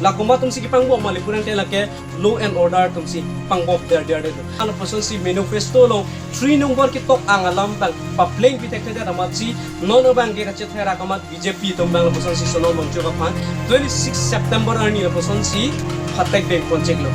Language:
Karbi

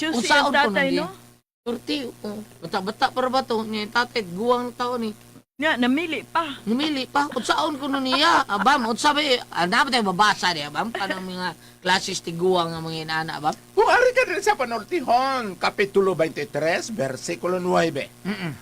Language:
Cebuano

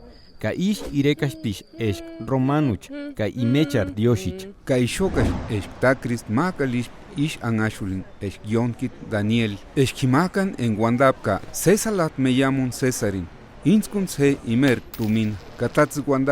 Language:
Purepecha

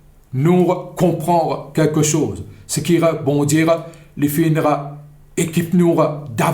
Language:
Morisyen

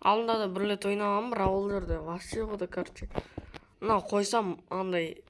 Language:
Kazakh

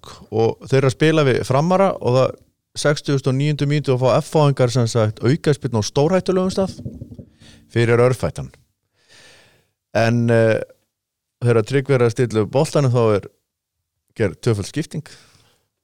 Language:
Icelandic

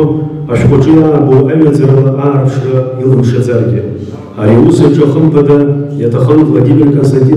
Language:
Abkhazian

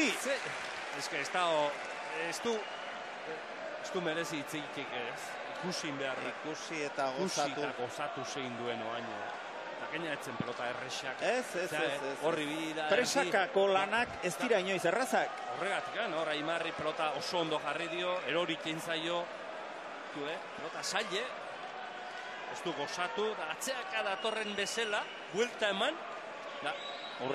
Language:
Basque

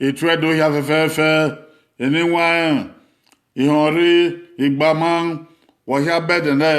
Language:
Bini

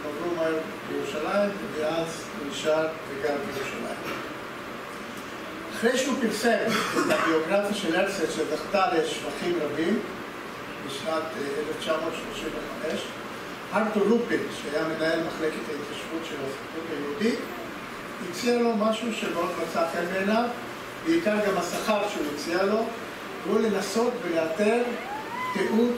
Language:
Hebrew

